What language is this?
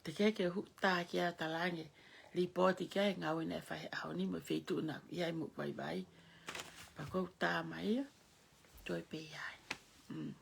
Tongan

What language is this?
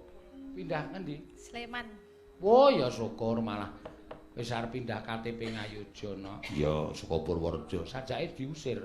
Javanese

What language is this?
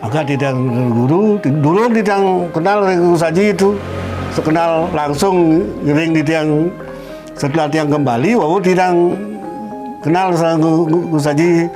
Balinese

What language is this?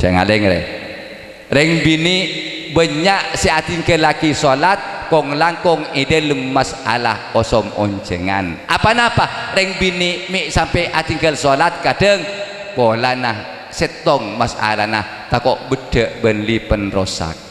Madurese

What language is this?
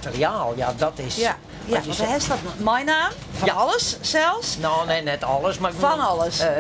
Western Frisian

